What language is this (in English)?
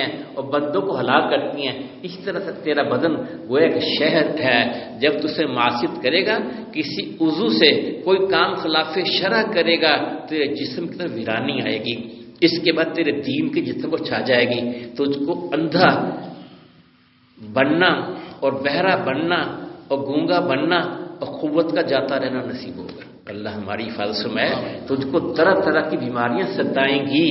Urdu